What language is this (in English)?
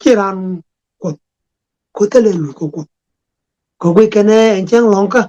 Nuer